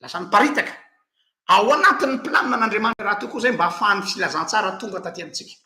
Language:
Malagasy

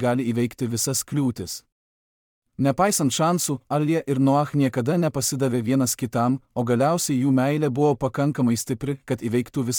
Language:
Lithuanian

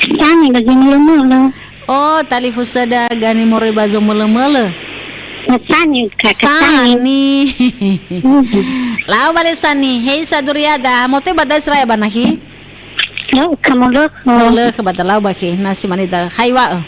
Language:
Nias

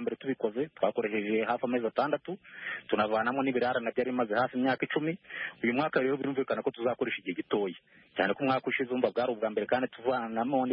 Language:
Kinyarwanda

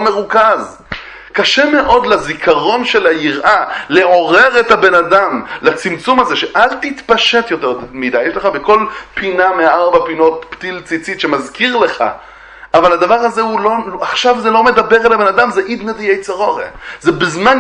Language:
Hebrew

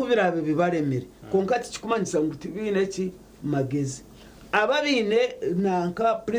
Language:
Nyankole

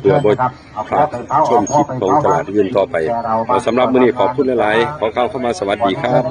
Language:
Northeastern Thai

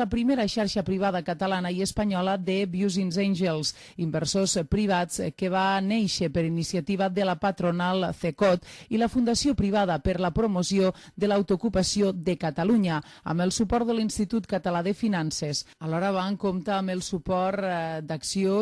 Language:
Catalan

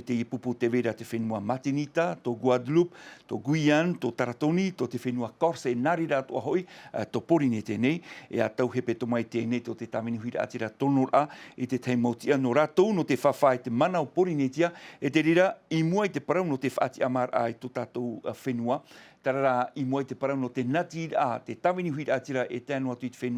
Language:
Tahitian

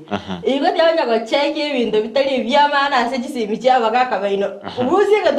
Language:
Gusii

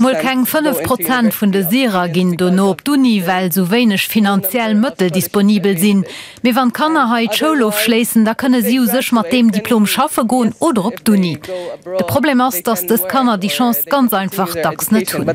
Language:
Luxembourgish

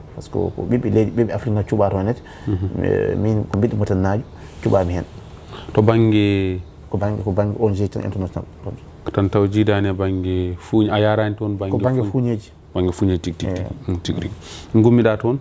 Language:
Fula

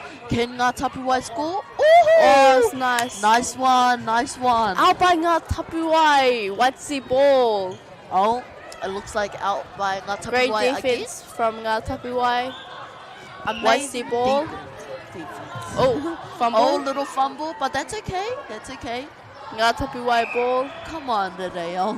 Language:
Māori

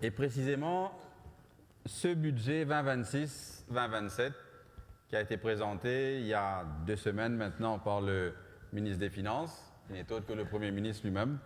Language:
Morisyen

